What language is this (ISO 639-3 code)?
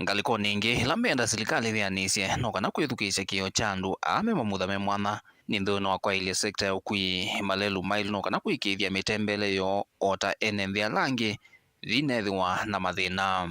kam